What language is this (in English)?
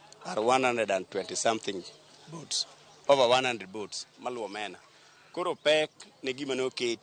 Luo (Kenya and Tanzania)